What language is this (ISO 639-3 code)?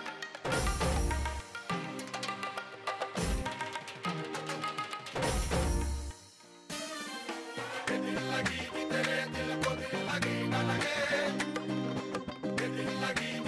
hin